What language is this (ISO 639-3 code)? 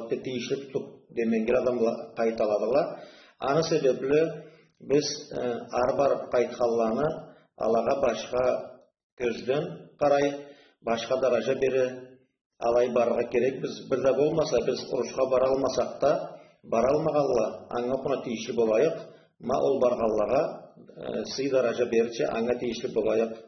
krc